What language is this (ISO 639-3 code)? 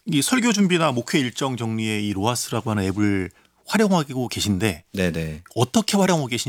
kor